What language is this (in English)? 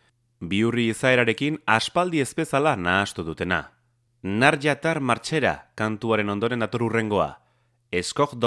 Basque